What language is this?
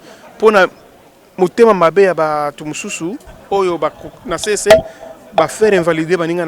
Lingala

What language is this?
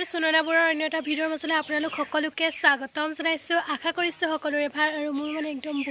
Assamese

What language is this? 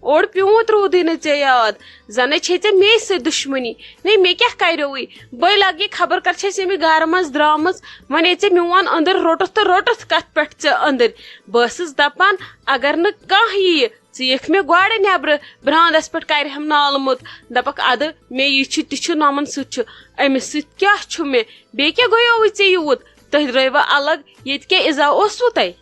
Kashmiri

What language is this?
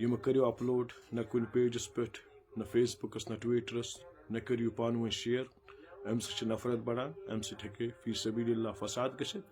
Kashmiri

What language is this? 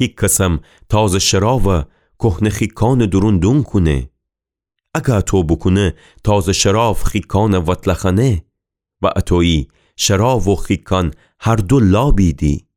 Gilaki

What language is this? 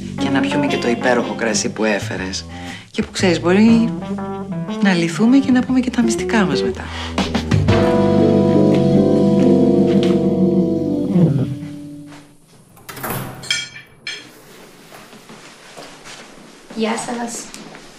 Greek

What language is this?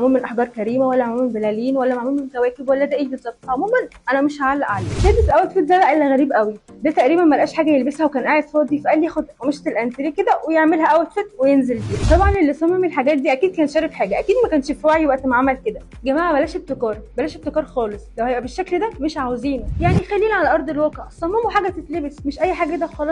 Egyptian Arabic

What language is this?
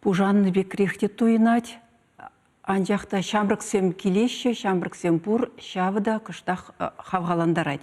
Chuvash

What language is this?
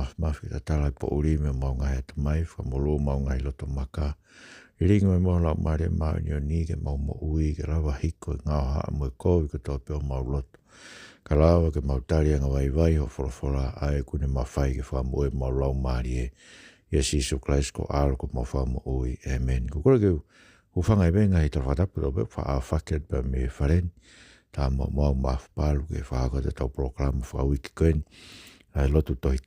Tongan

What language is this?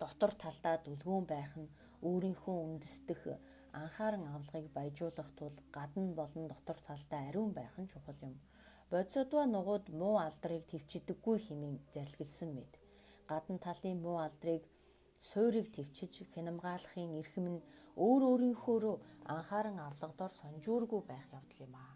Mongolian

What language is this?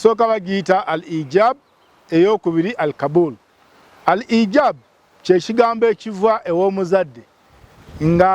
Ganda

